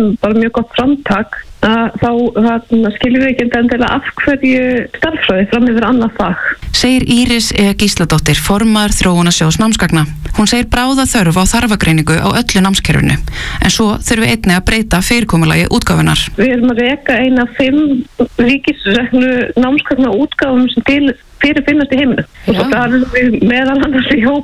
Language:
Icelandic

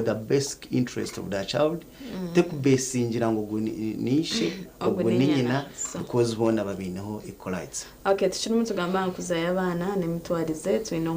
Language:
Nyankole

